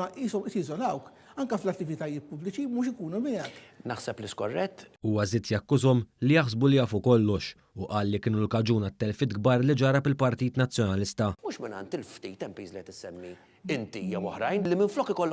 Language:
Maltese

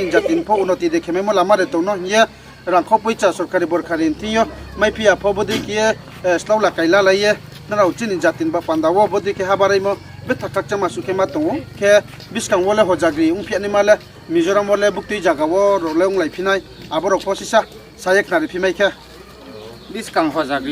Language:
Riang (India)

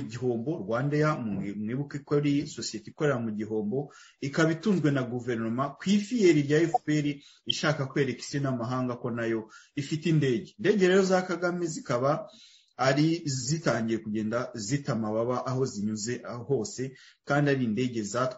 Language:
Kinyarwanda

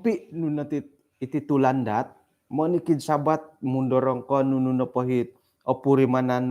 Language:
Central Dusun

